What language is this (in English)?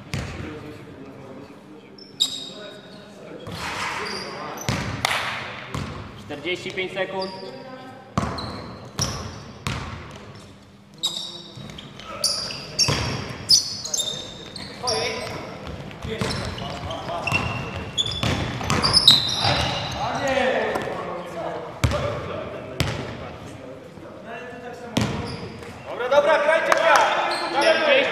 Polish